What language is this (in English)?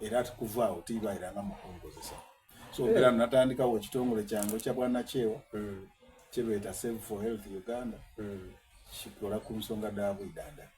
Soga